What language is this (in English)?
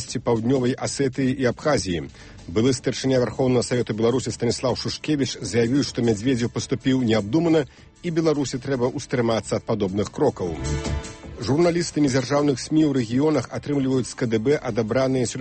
Belarusian